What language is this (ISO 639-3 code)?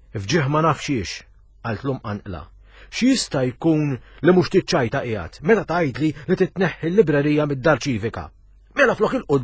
mlt